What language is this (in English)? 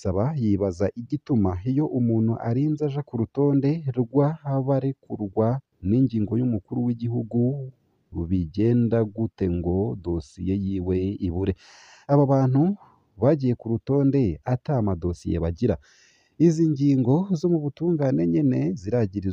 Rundi